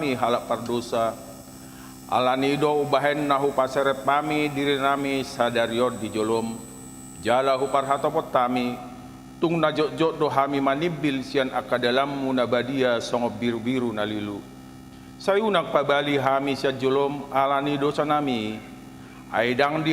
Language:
Batak Toba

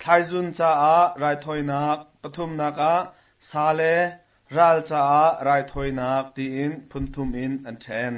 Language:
Hakha Chin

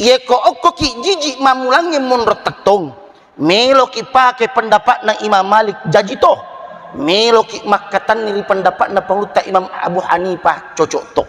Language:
Buginese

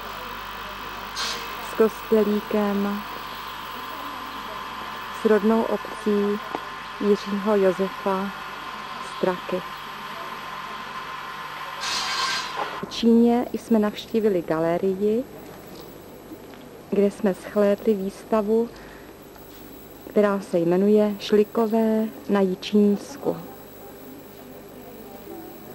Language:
Czech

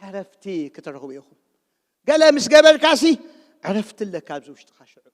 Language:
Tigrinya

